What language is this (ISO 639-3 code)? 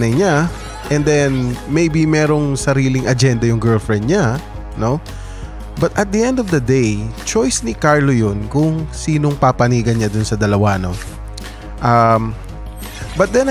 fil